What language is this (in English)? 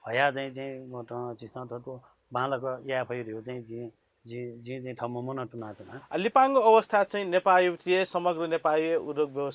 Newari